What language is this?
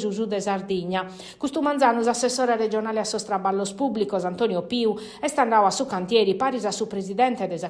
Sardinian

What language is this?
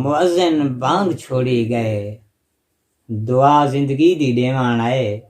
Saraiki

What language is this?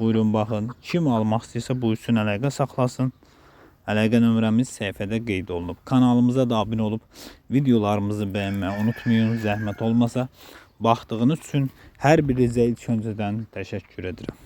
Azerbaijani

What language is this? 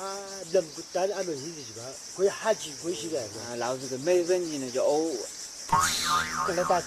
Chang Naga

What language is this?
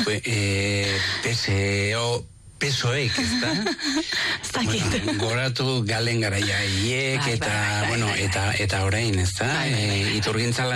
Basque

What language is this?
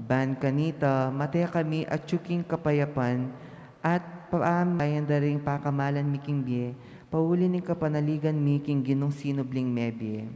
Pampanga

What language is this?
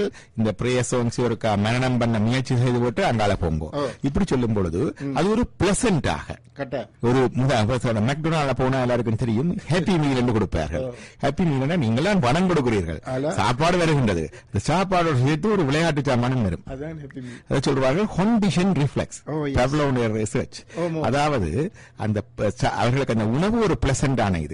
Tamil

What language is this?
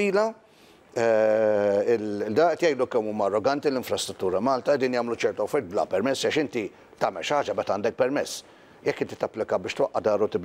Maltese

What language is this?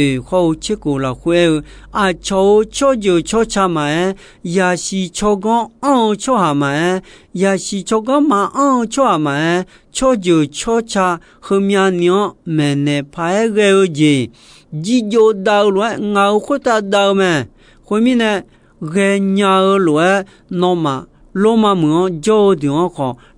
Akha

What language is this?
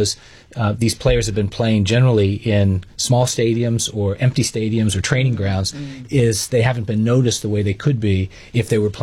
English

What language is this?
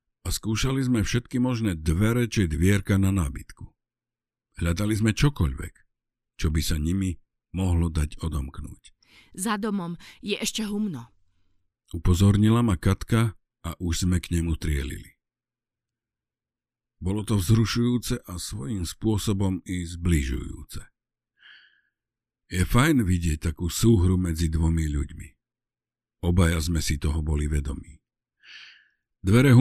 Slovak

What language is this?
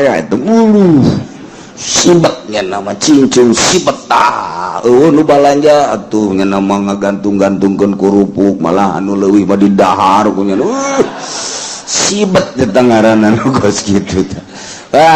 Sundanese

